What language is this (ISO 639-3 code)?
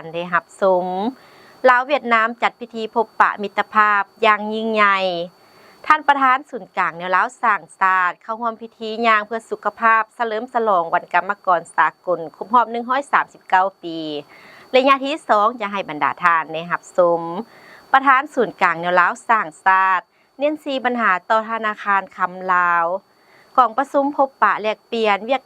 lao